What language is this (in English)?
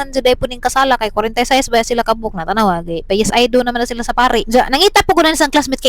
Cebuano